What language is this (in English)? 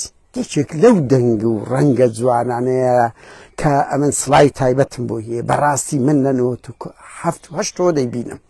Central Kurdish